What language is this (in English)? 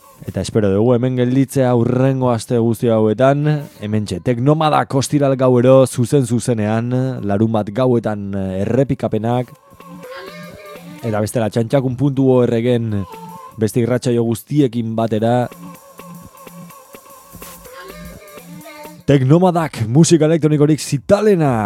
Basque